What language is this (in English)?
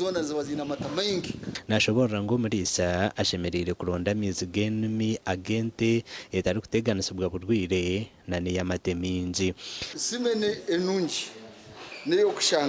Nyankole